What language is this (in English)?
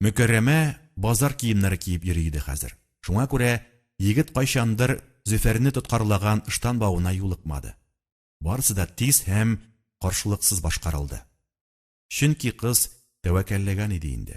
Tatar